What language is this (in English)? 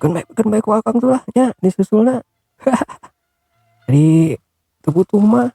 Sundanese